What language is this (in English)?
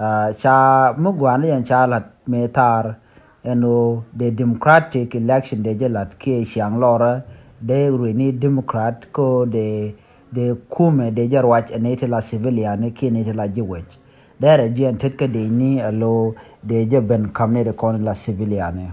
Nuer